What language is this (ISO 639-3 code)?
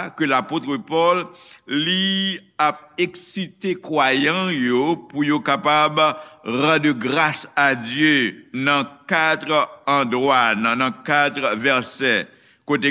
hat